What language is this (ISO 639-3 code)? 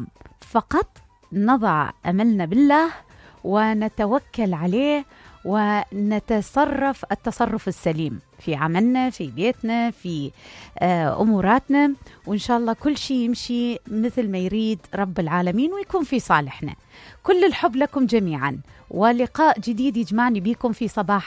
acm